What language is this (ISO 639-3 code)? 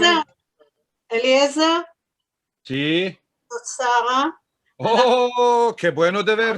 lad